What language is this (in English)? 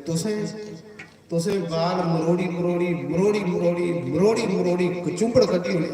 Dogri